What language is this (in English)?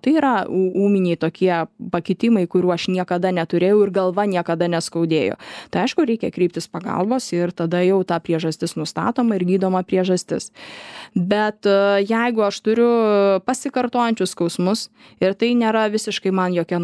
Lithuanian